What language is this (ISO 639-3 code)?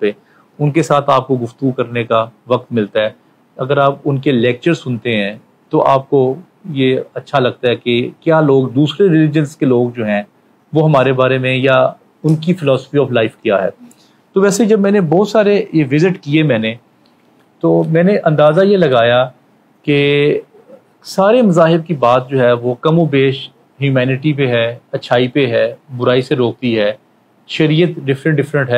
urd